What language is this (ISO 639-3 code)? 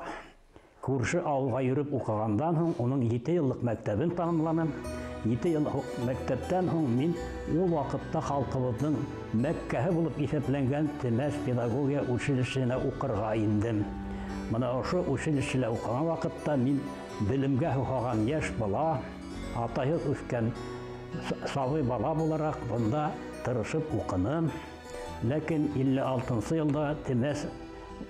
bak